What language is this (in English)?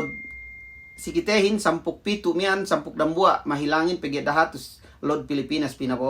Yakan